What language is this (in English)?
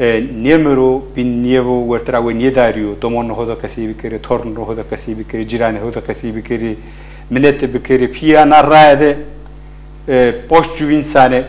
Zaza